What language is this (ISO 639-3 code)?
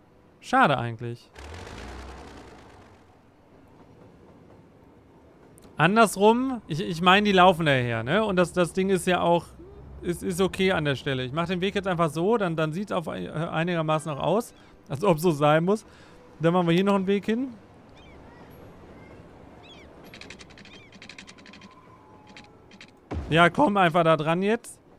deu